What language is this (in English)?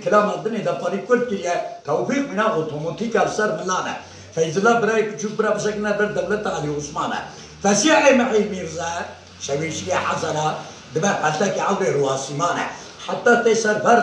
Kurdish